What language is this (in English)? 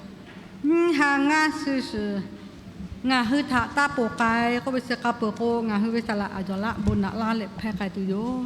Lahu